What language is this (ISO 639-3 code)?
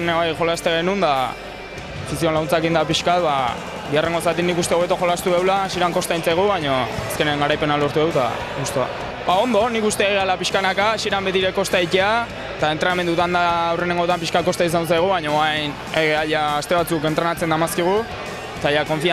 eus